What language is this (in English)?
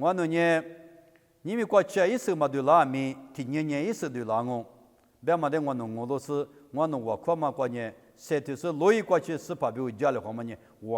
Lisu